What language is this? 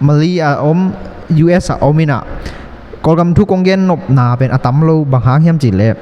Tedim Chin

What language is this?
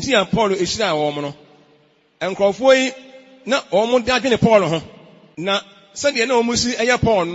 Akan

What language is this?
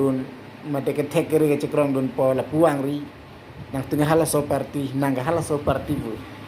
Karbi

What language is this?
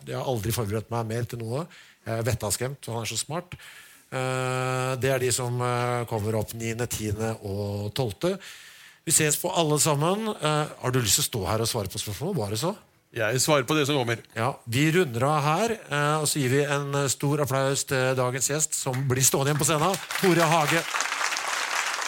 Norwegian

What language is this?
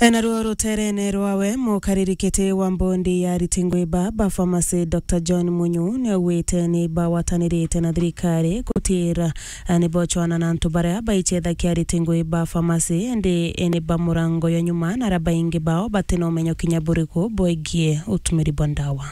Meru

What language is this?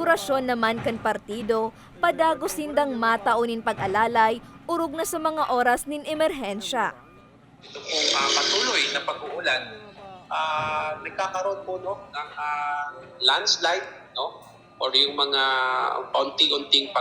Bikol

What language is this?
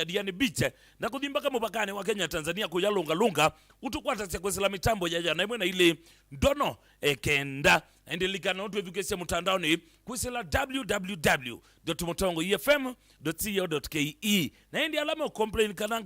Kamba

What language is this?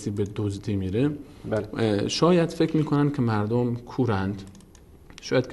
Persian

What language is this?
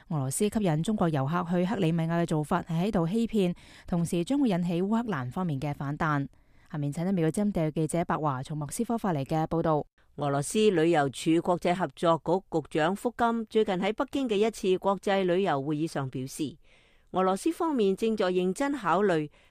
Cantonese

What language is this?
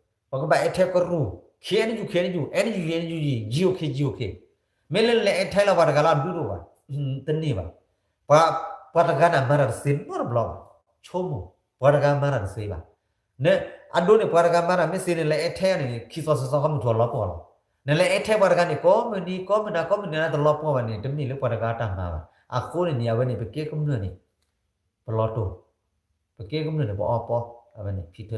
S'gaw Karen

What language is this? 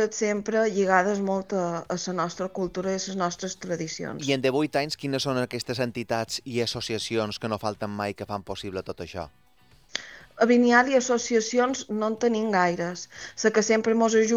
Catalan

